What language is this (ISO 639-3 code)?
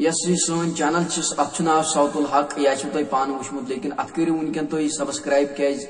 kas